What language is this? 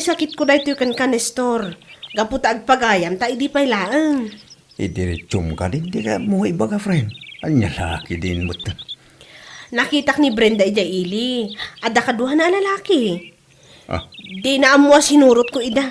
Iloko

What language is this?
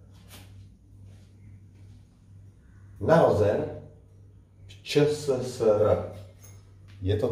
Czech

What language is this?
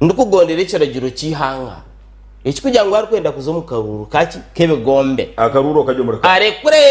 Nyankole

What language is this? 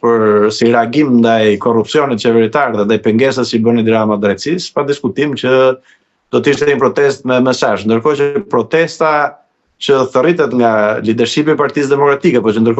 Albanian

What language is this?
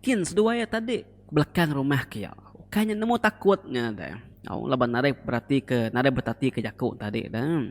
Iban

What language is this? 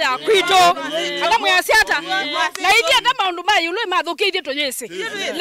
Kamba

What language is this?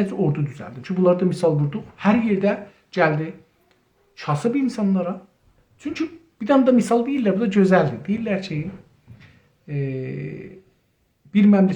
South Azerbaijani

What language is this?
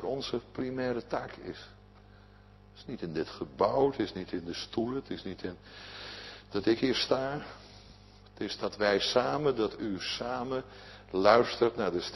Dutch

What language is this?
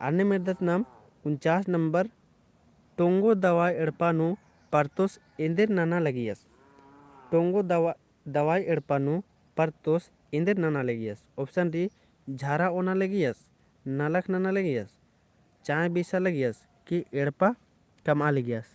Kurukh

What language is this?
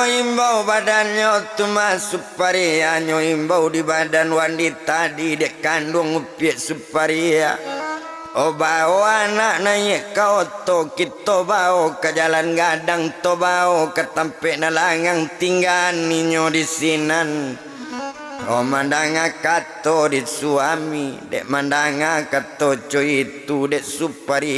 Minangkabau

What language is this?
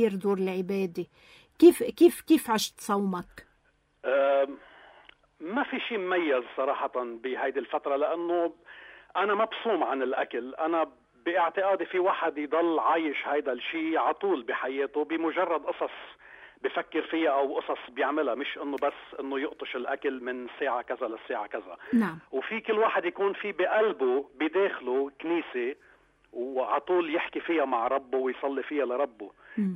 North Levantine Arabic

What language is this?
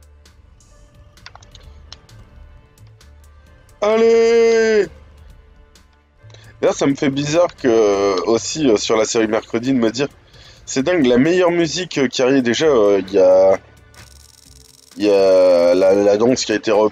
French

